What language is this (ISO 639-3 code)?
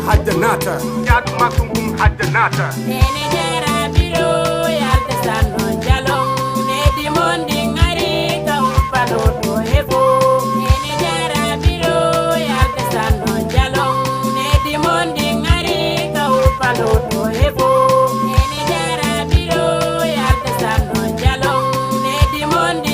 ful